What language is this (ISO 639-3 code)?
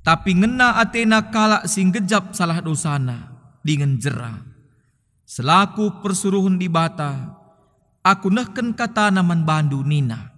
btx